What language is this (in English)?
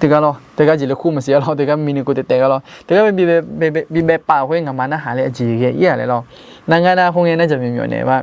Akha